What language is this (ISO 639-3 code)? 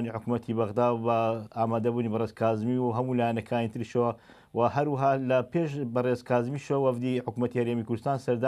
ckb